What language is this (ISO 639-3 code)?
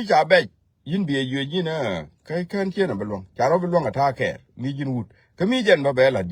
nus